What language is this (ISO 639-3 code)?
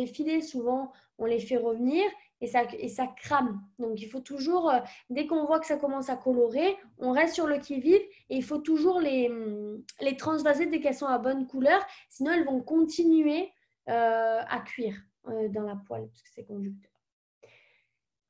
fra